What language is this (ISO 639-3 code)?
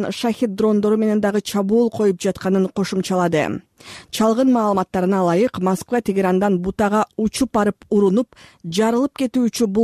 kir